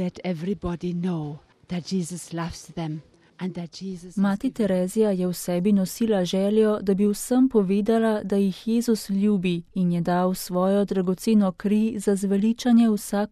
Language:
Slovenian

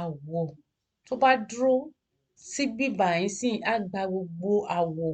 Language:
Yoruba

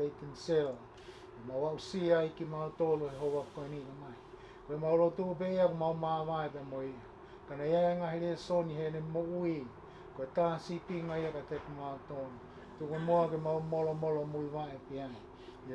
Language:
Tongan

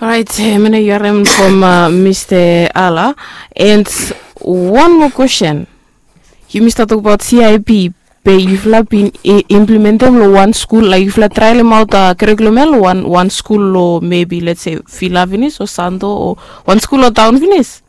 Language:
Bislama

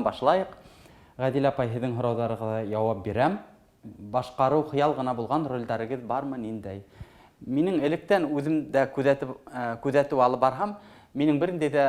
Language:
Bashkir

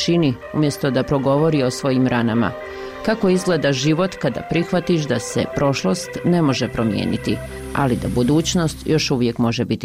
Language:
Bosnian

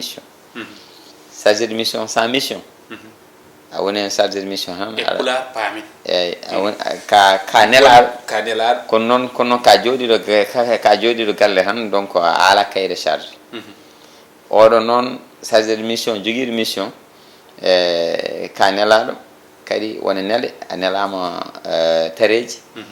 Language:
Fula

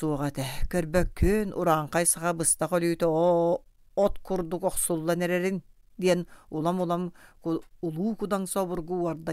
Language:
Yakut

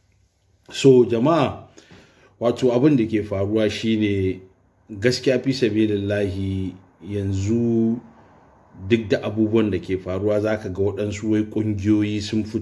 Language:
Hausa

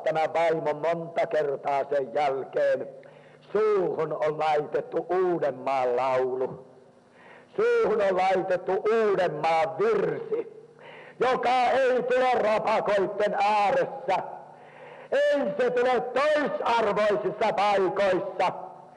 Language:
Finnish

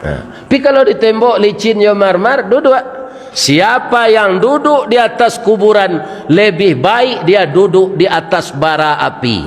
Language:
Minangkabau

